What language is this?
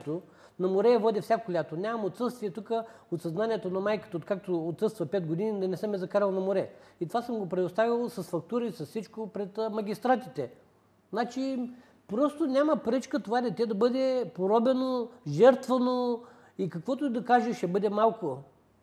Bulgarian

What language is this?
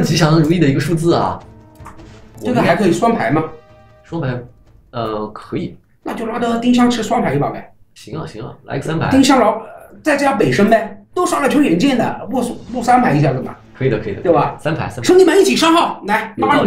Chinese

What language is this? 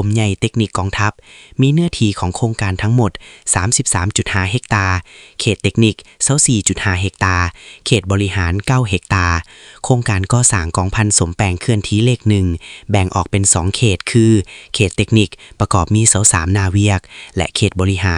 Lao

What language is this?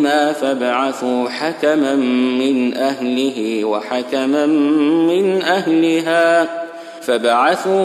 Arabic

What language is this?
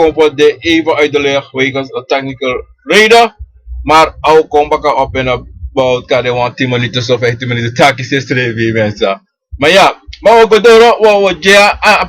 Sranan Tongo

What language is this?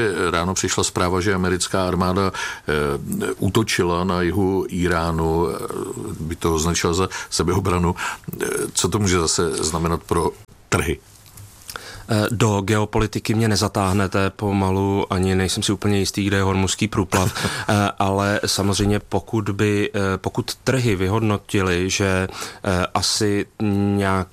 Czech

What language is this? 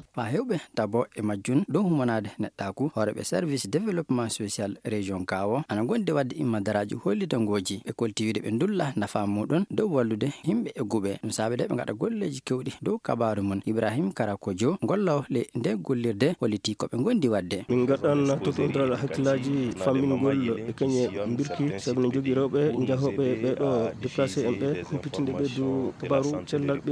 Fula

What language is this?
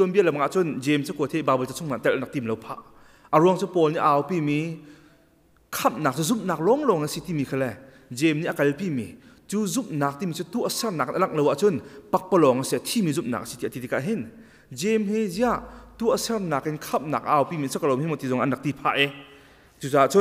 Hakha Chin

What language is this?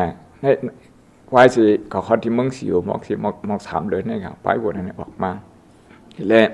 Shan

